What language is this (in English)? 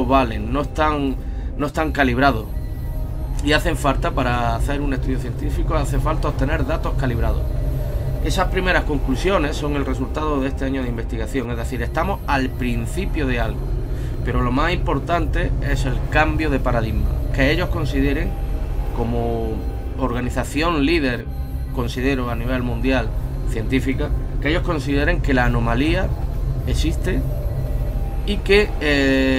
Spanish